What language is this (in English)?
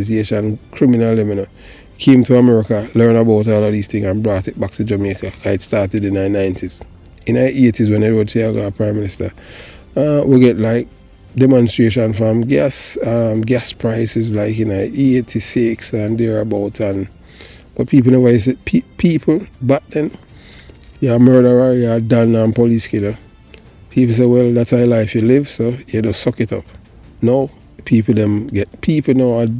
Jamaican Creole English